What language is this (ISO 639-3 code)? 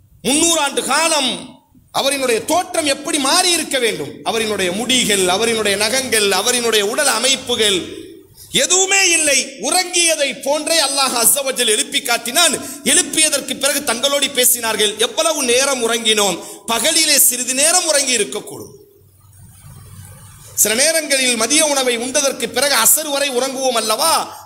tam